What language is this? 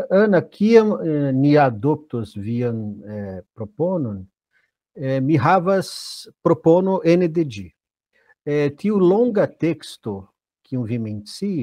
Esperanto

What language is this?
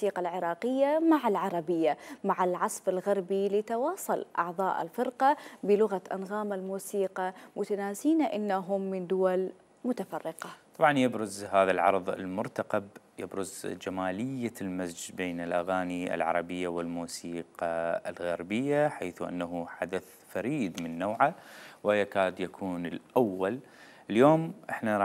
Mesopotamian Arabic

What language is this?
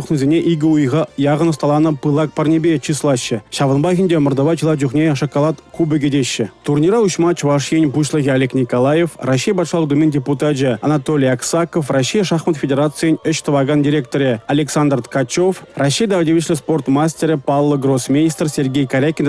Chuvash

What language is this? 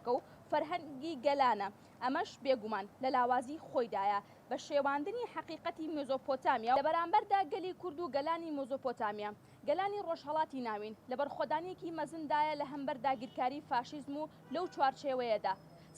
Central Kurdish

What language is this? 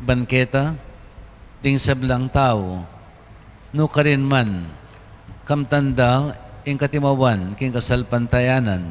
Pampanga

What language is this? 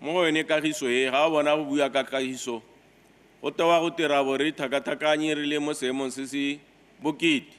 Tswana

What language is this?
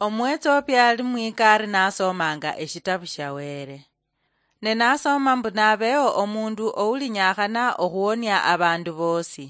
Luyia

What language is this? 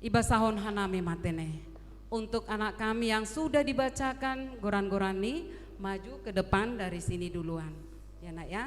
Batak Simalungun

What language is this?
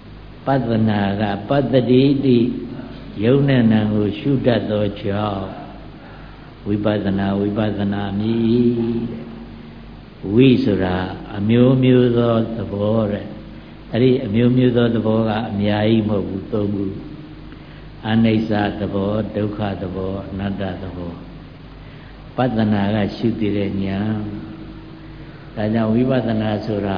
Burmese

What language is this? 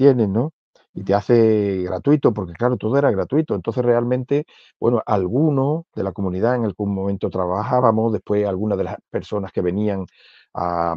Spanish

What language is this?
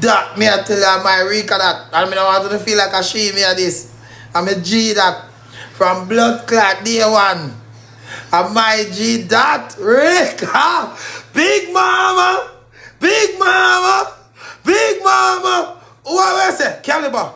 Jamaican Creole English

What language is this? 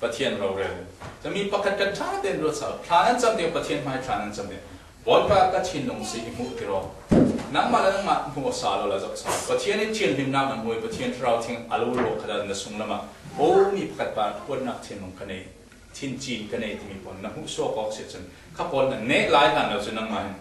Falam Chin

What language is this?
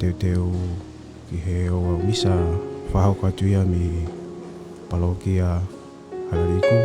Tongan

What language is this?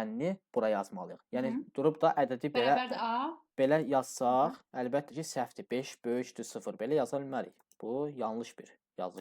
Azerbaijani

